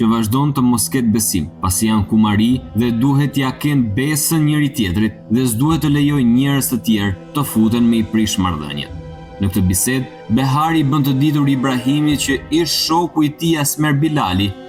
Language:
Albanian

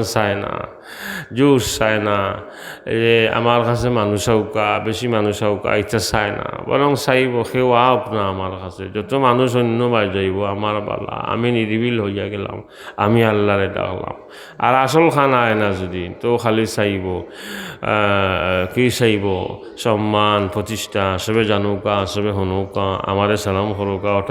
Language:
Sylheti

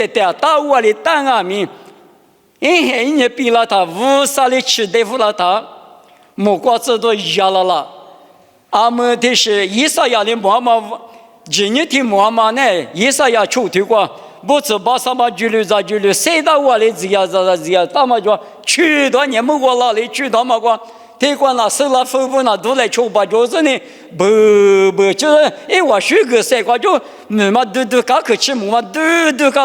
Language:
Lisu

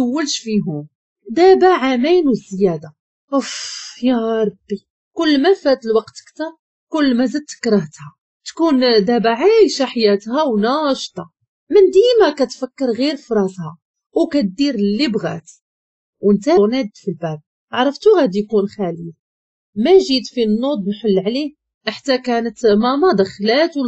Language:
Moroccan Arabic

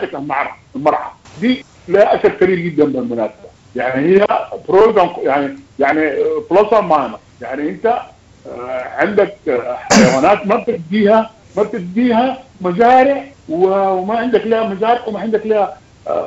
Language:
Sudanese Arabic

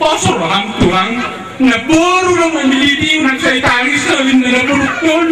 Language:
Batak Toba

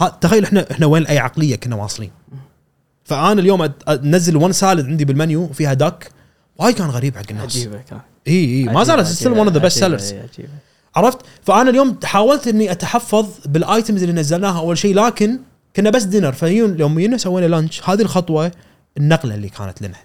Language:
Gulf Arabic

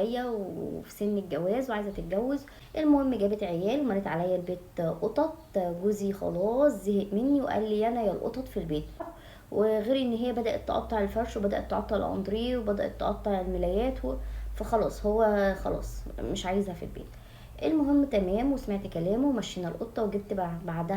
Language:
Egyptian Arabic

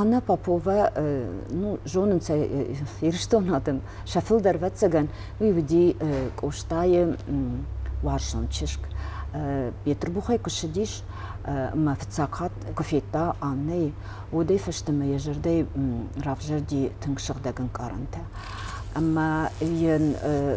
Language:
Ossetic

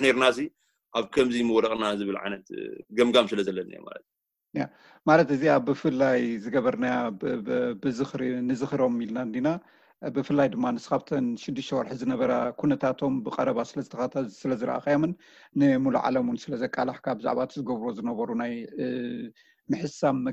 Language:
Tigrinya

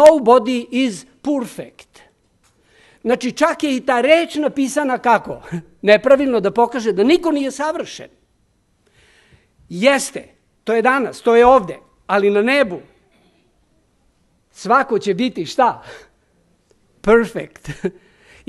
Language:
Serbian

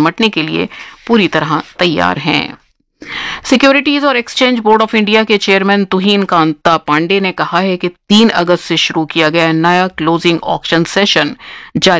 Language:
Urdu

